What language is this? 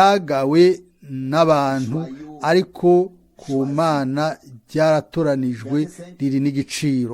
Rundi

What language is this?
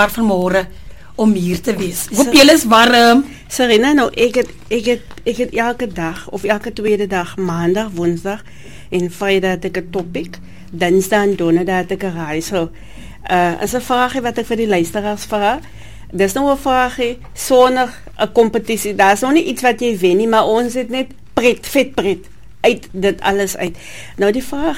Afrikaans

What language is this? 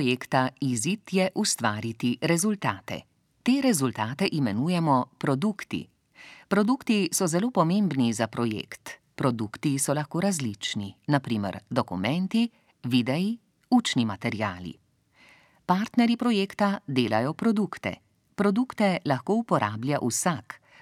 Slovenian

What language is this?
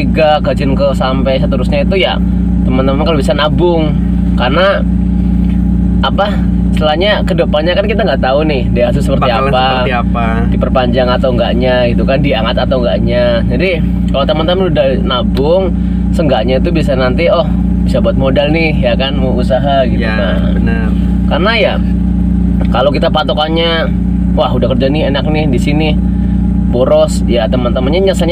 Indonesian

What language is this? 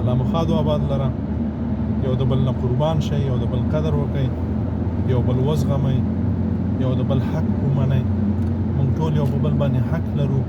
Pashto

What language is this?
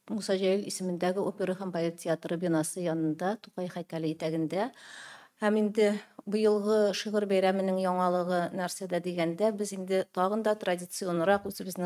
Tatar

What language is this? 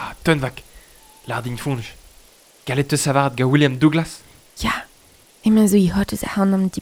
Breton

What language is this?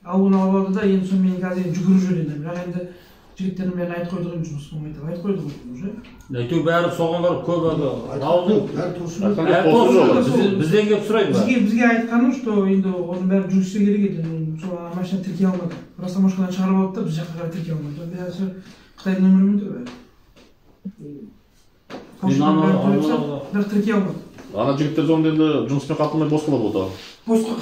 Kazakh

